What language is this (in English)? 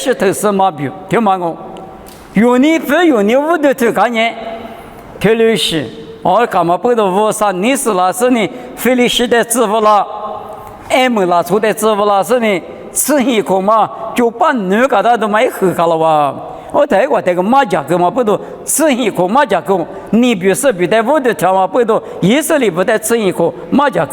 Lisu